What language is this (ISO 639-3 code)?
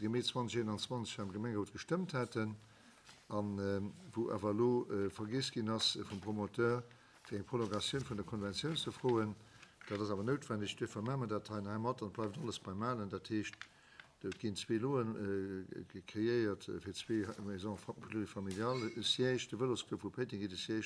ltz